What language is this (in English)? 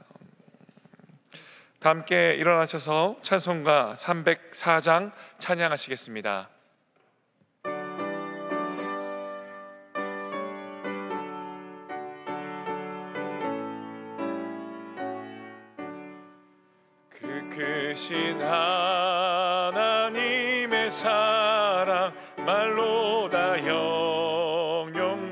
Korean